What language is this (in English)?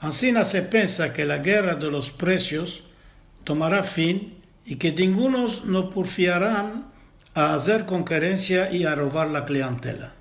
Ladino